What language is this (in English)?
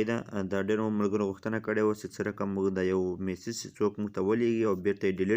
Pashto